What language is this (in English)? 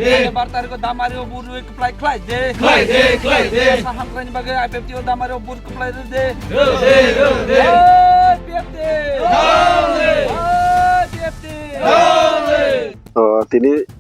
Kok Borok